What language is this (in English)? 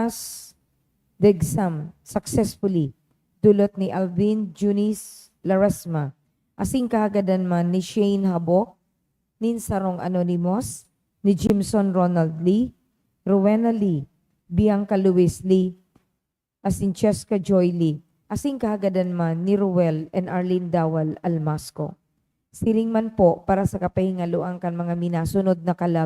Bikol